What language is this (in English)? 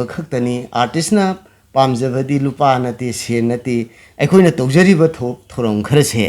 Manipuri